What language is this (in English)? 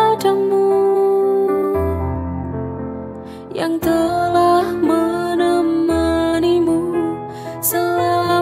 Indonesian